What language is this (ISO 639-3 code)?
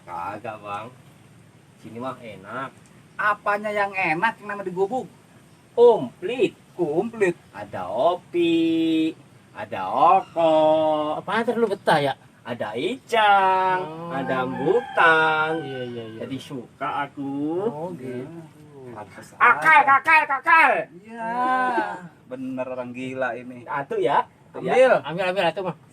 bew